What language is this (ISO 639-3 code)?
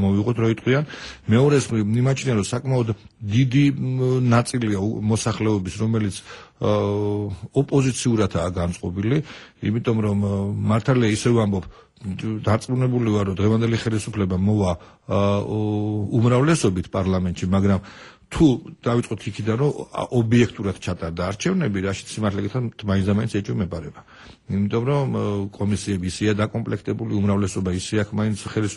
kat